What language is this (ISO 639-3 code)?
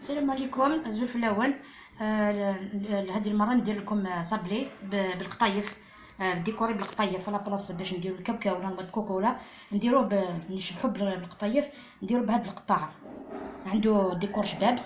arq